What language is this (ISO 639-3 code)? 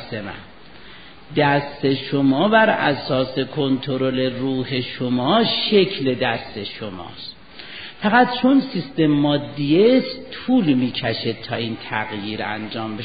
fas